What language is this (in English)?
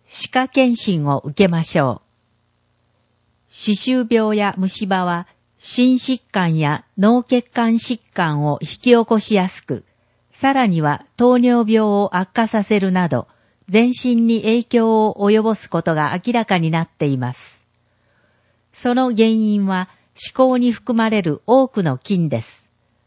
Japanese